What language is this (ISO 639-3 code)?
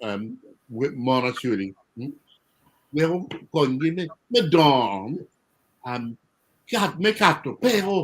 ach